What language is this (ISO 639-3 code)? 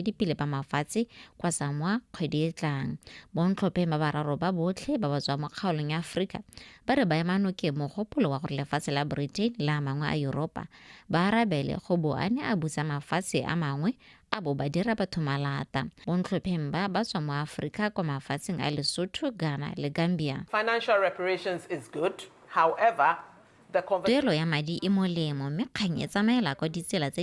tsn